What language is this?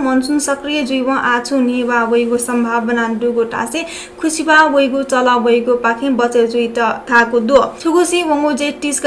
Newari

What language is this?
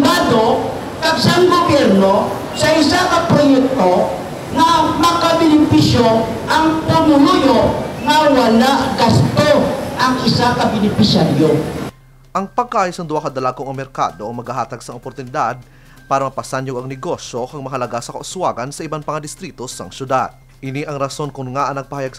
Hiligaynon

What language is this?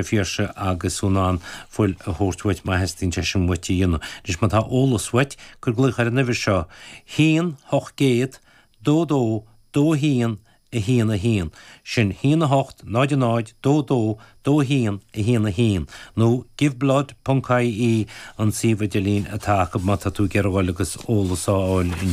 Irish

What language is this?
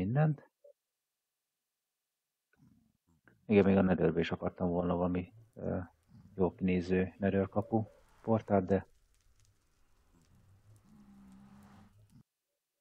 Hungarian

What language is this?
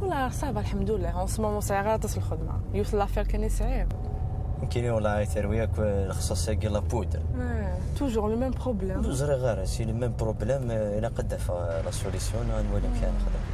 Kabyle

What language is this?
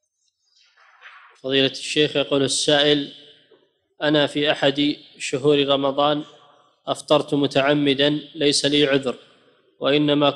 Arabic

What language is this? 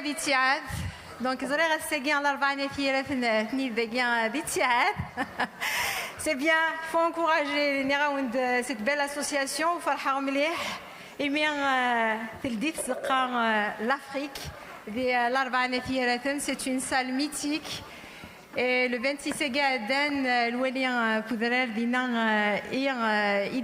Kabyle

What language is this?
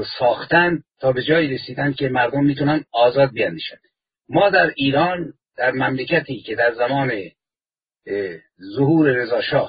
Persian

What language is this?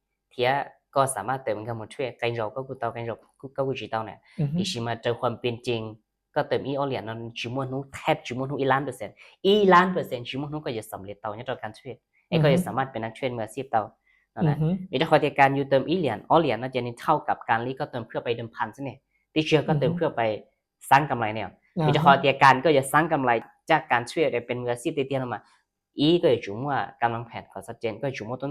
Hmong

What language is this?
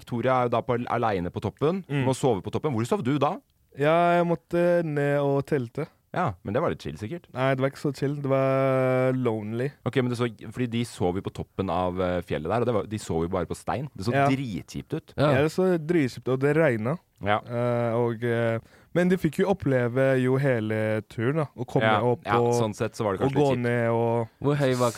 Norwegian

